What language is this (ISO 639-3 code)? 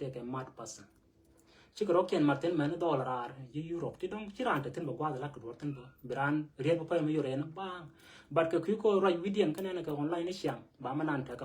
nus